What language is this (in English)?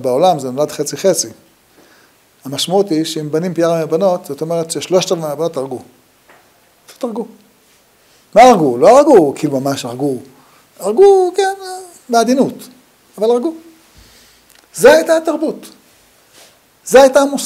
Hebrew